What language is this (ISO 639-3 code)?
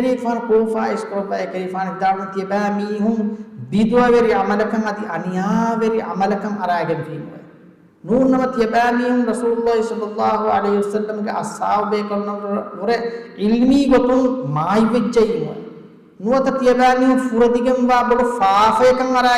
div